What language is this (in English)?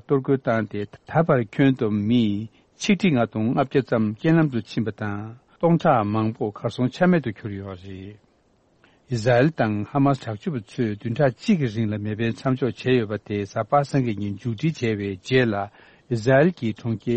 Tibetan